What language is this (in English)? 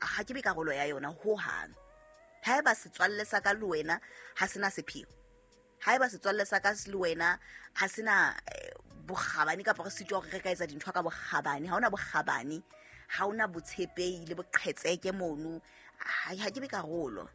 Southern Sotho